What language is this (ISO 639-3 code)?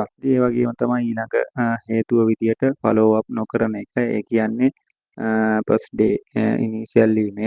sin